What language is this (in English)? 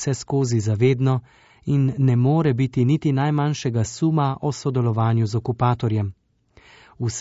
Slovenian